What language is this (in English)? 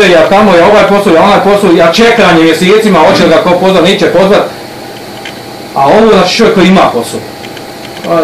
Bosnian